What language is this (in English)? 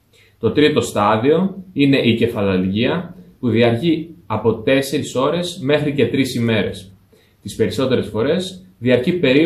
Greek